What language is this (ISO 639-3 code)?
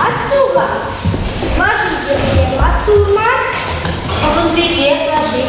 chv